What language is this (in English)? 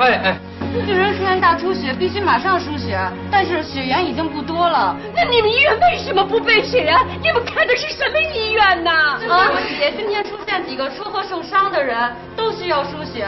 Chinese